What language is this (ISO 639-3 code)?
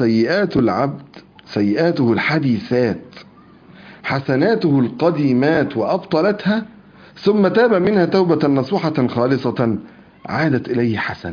ara